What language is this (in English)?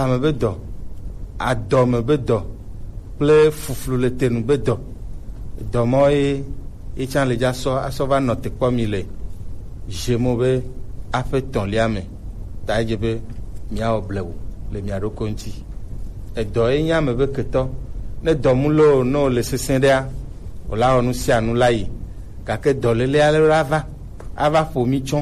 Gen